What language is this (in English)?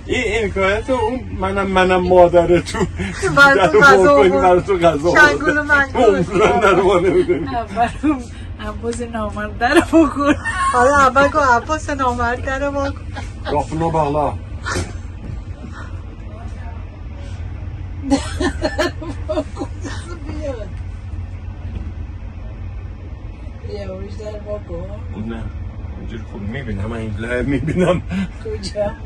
Persian